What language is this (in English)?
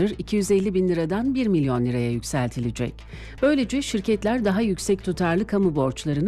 Turkish